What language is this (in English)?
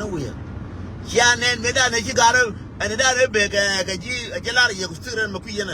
Nuer